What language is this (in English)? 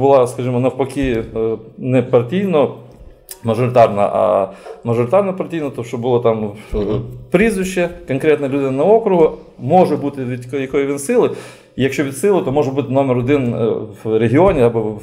Ukrainian